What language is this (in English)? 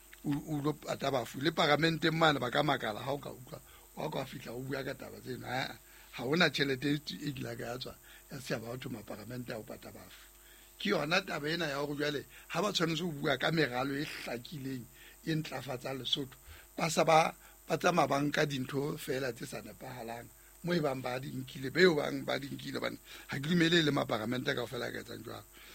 Southern Sotho